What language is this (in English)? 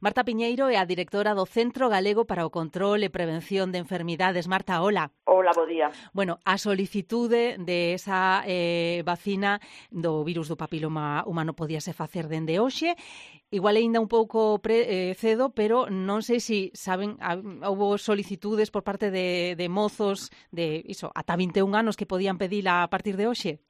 Galician